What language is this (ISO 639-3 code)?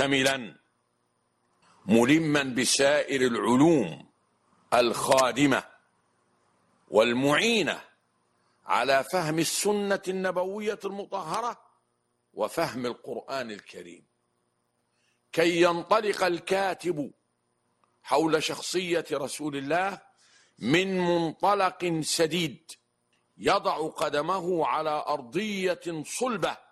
ara